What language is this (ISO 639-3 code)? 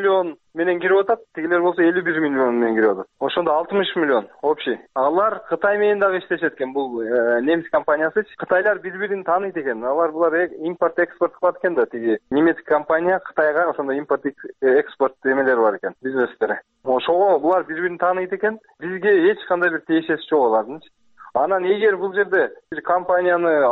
kir